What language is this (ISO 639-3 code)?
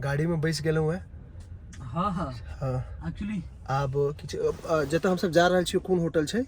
mai